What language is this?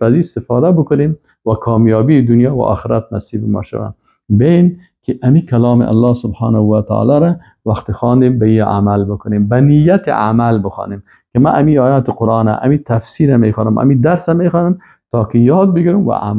Persian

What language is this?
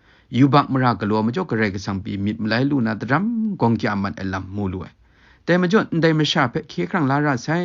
Kachin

